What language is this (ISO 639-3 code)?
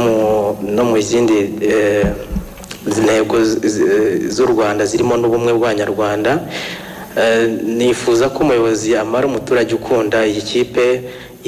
kin